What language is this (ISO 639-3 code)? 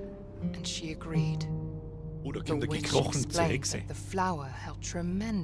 bar